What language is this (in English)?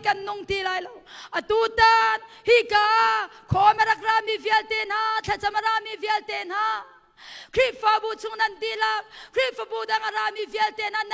Hakha Chin